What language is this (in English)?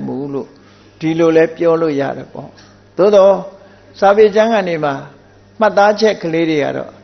Burmese